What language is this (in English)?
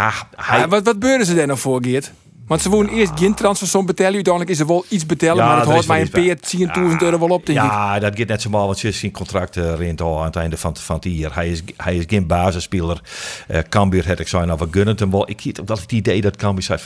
Western Frisian